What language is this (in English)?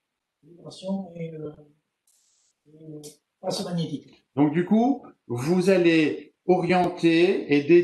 French